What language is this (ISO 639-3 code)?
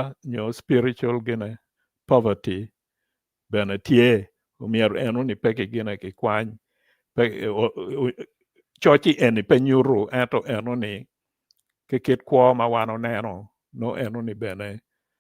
ach